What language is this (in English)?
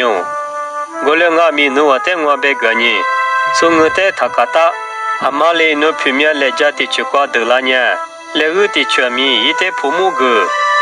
Lisu